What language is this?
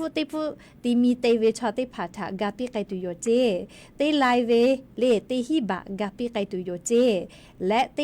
Lahu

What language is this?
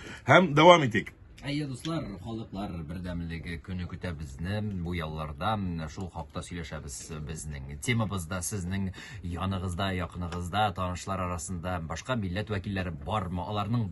Tatar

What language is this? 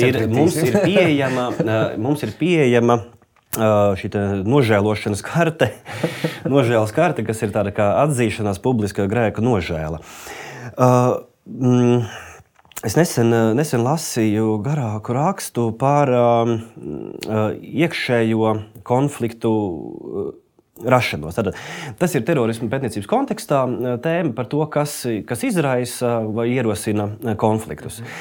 Latvian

